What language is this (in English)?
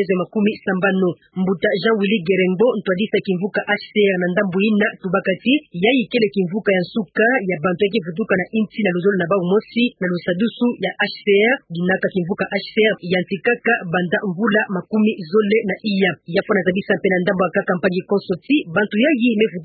Kituba (Democratic Republic of Congo)